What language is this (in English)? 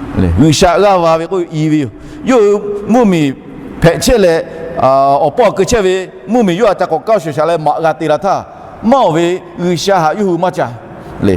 Lahu